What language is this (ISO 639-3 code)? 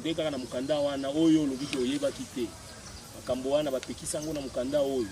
lin